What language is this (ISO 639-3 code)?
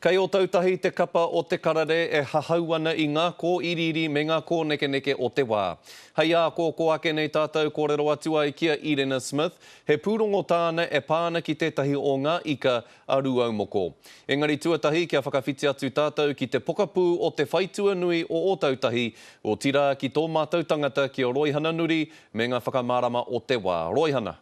mri